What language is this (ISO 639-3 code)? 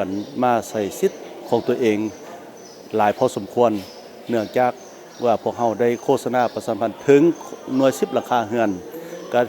lao